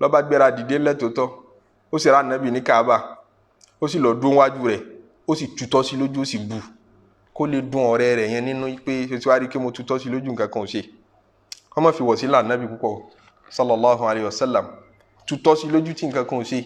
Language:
Yoruba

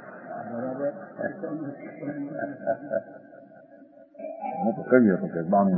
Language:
Gujarati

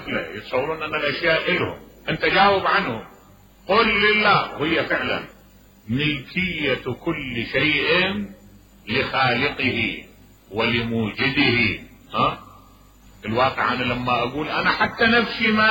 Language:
Mesopotamian Arabic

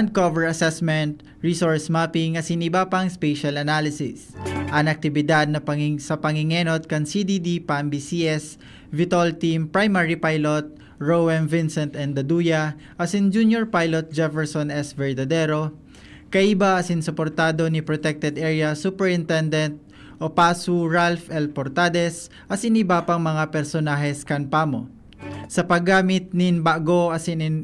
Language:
Bikol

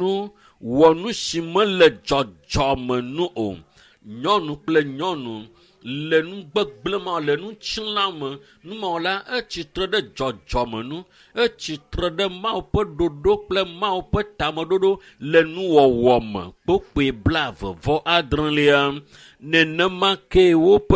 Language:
Ewe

